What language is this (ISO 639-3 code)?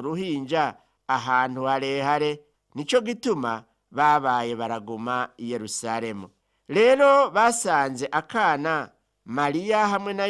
run